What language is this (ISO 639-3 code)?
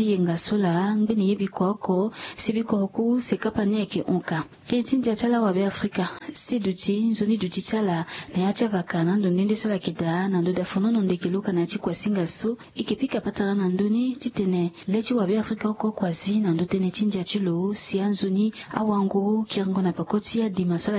sag